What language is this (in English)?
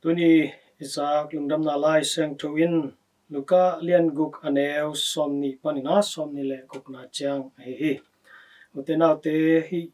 Tedim Chin